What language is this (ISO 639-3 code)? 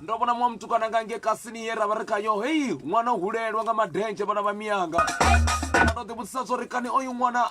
ven